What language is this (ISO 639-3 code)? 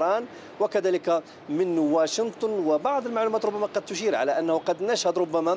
ara